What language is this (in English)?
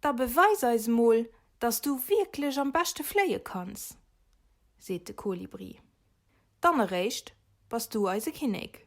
Luxembourgish